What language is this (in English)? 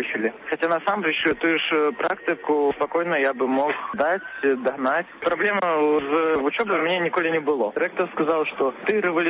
Belarusian